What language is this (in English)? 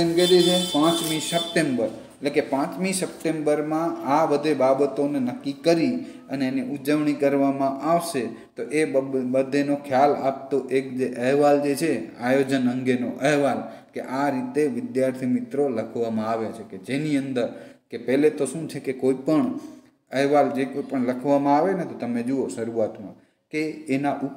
Gujarati